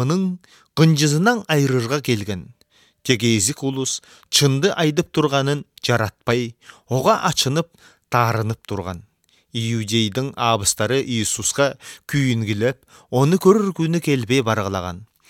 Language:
Kyrgyz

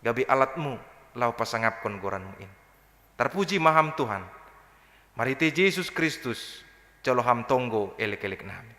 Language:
Batak Simalungun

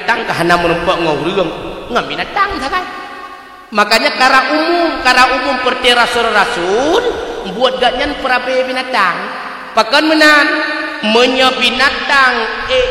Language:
Achinese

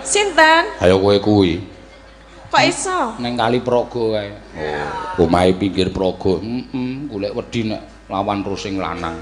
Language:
Javanese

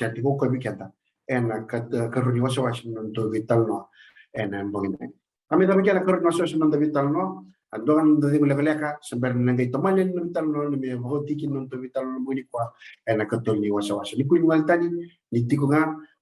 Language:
Fijian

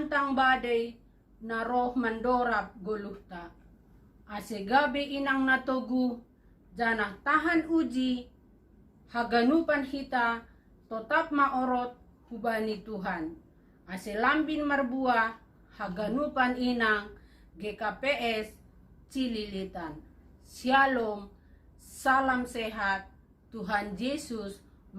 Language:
Batak Simalungun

